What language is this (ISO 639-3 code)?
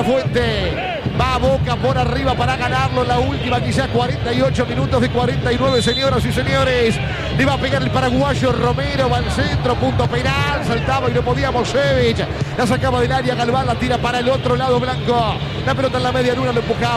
spa